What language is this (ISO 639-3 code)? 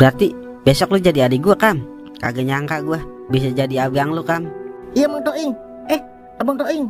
bew